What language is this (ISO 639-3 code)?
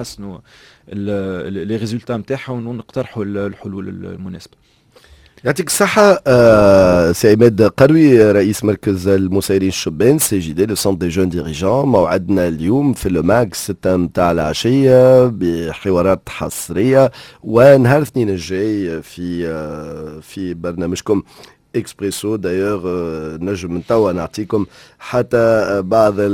aeb